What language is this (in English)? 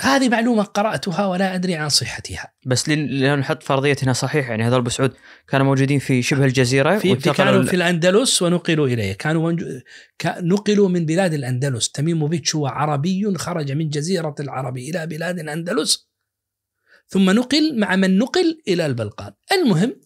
Najdi Arabic